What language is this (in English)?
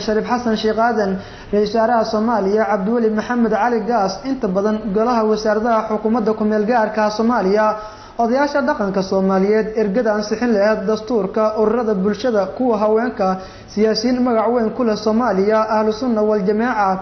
Somali